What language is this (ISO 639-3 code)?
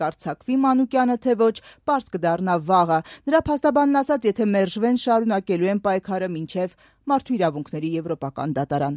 hye